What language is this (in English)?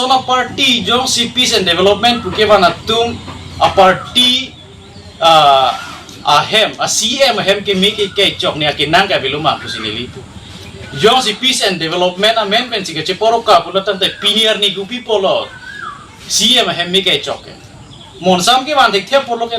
Karbi